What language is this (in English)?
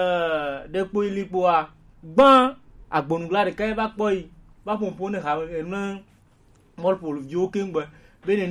Gen